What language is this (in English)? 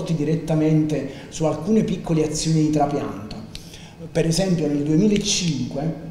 Italian